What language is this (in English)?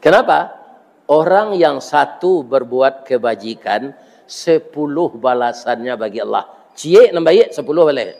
Minangkabau